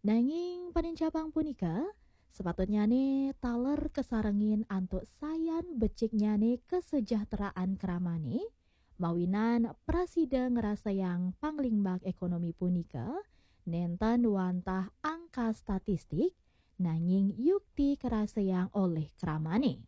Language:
Balinese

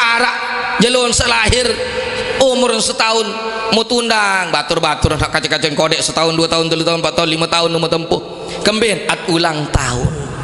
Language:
Sasak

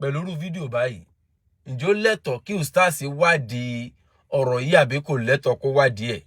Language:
Yoruba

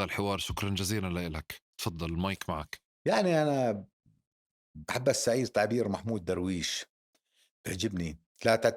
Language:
North Levantine Arabic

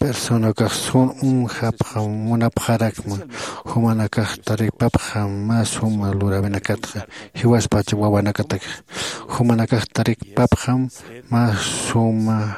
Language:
Aymara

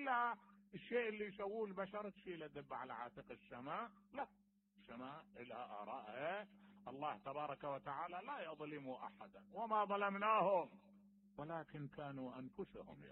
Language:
Mesopotamian Arabic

